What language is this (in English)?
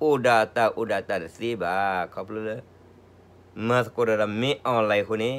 S'gaw Karen